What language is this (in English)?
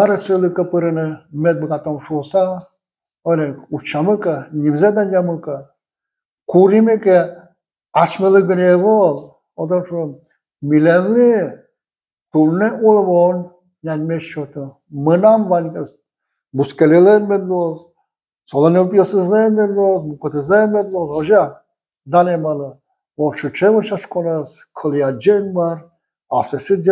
Udmurt